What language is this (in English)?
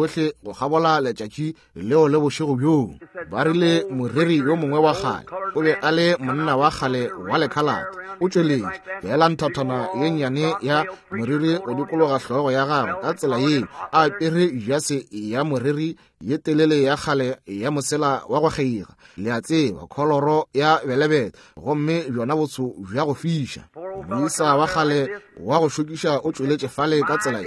Northern Sotho